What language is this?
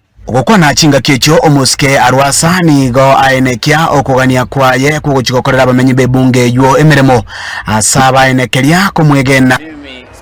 Gusii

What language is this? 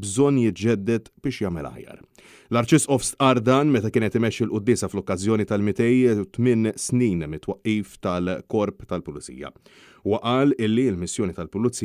Maltese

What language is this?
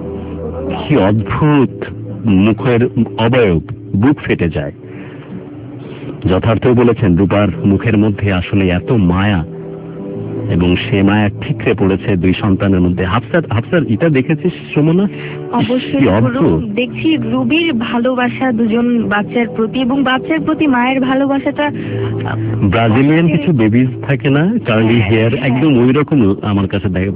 Bangla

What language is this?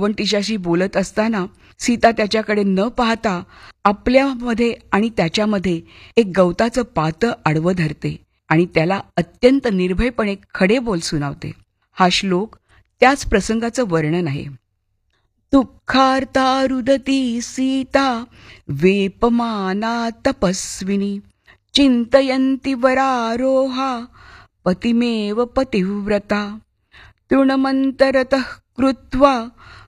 Marathi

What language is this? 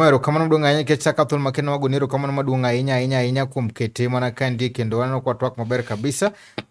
Luo (Kenya and Tanzania)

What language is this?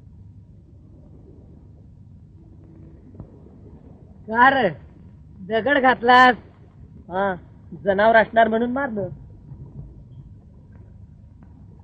Marathi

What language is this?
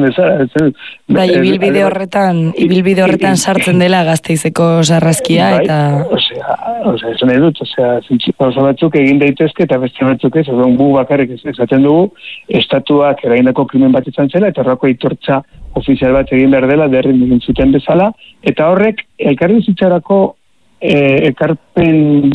Basque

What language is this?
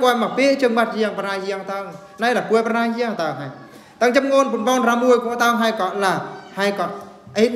Eastern Bru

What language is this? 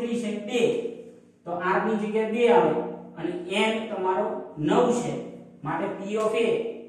Gujarati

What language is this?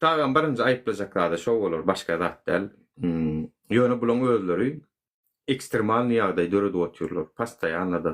Turkmen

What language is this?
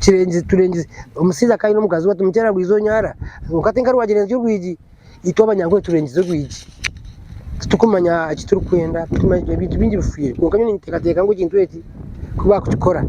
Nyankole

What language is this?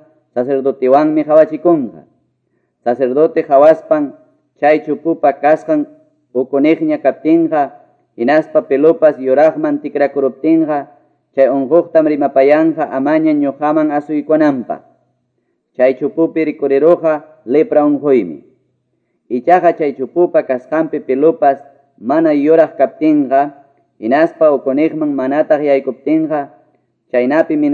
Quechua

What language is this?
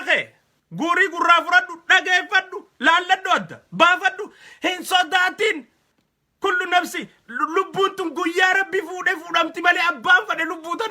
Oromo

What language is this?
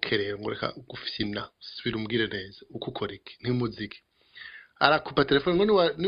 Rundi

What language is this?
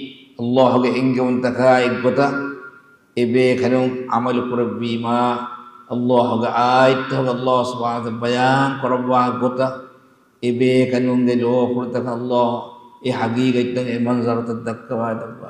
Divehi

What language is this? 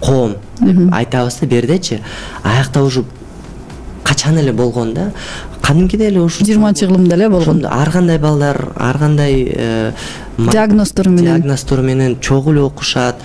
Kyrgyz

